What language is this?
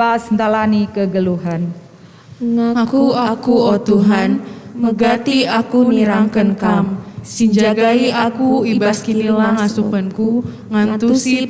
Batak Karo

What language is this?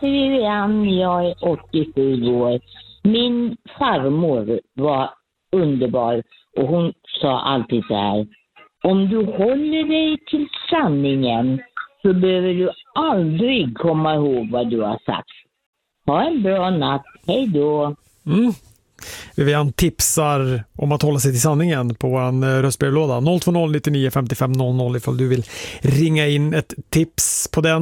Swedish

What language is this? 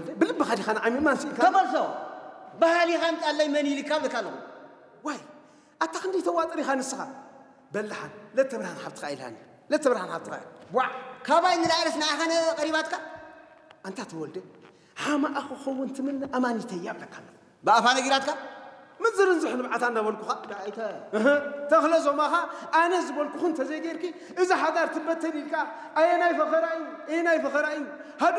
Tigrinya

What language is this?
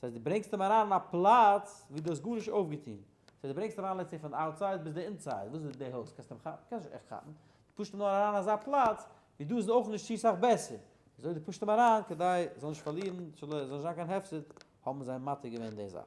Yiddish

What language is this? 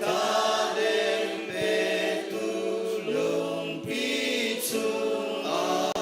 Hakha Chin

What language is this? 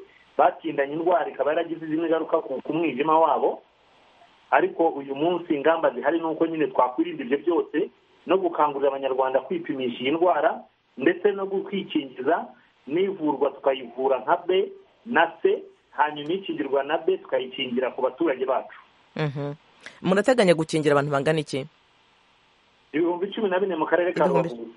Kinyarwanda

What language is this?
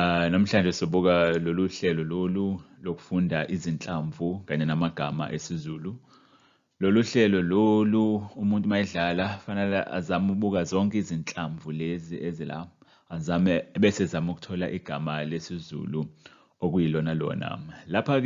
Zulu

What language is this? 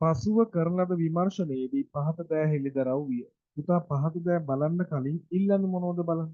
Sinhala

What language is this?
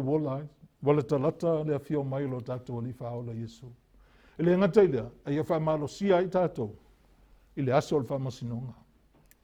Samoan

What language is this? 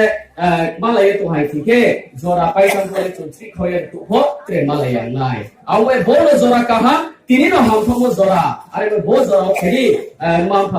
Riang (India)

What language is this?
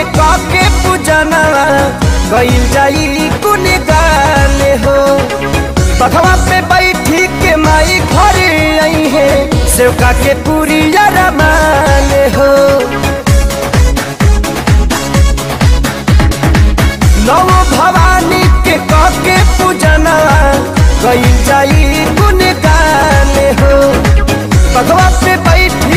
Bhojpuri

